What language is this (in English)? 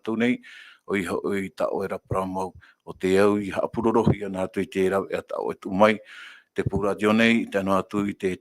Tahitian